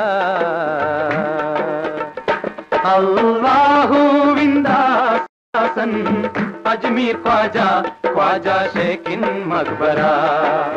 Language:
Malayalam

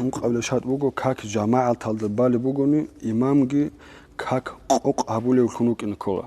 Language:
Avaric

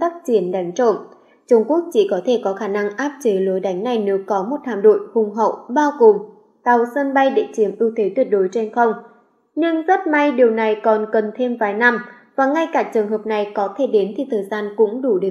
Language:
Vietnamese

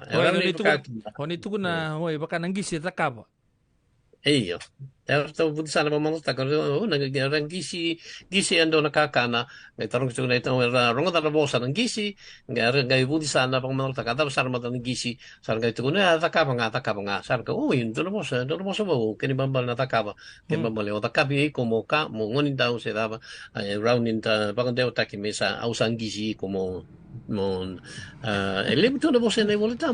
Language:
Fijian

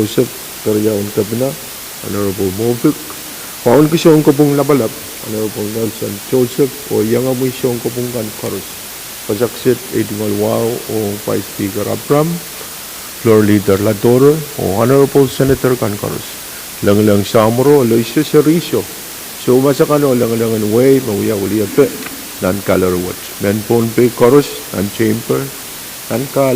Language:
Pohnpeian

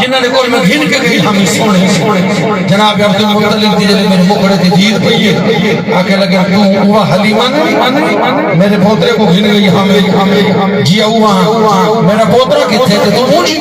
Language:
Saraiki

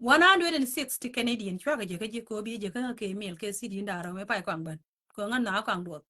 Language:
Nuer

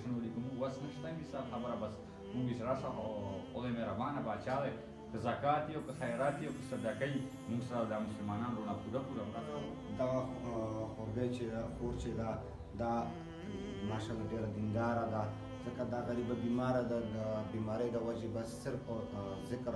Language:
Pashto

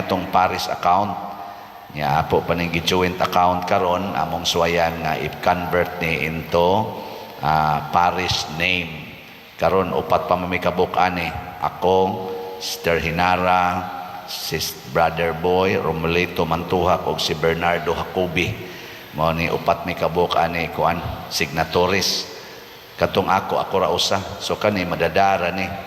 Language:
Cebuano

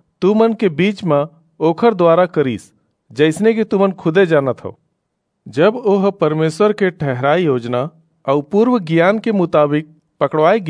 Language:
Chhattisgarhi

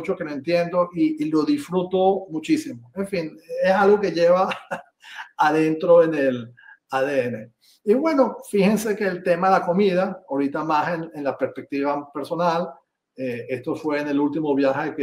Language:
Ladino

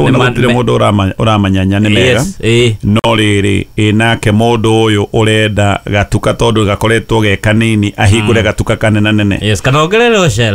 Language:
Kikuyu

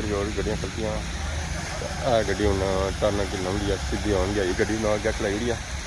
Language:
Pahari-Potwari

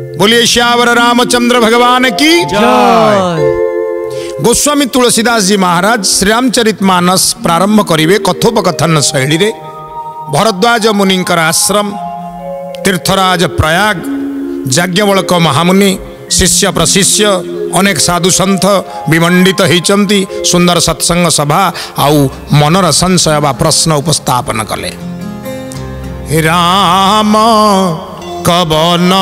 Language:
Odia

